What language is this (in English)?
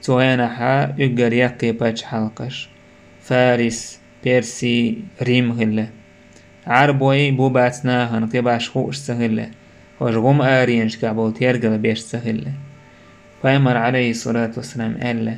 Chechen